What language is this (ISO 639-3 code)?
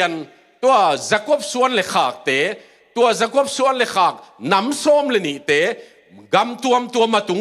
ctd